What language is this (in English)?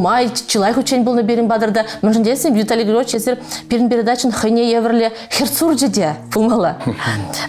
Chuvash